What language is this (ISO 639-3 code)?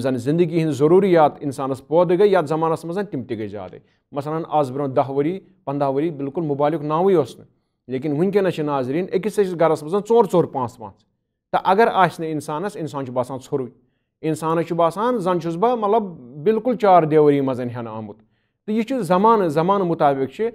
kas